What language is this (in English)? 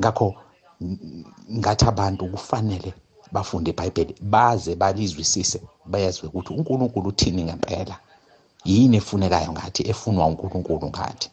South Ndebele